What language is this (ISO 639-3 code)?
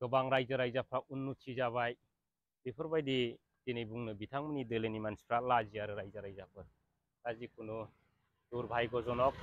brx